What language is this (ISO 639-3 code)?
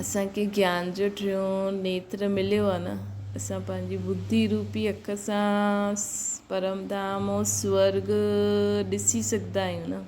snd